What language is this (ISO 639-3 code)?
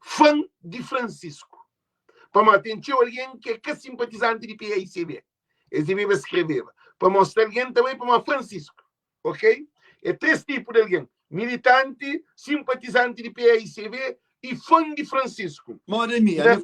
kea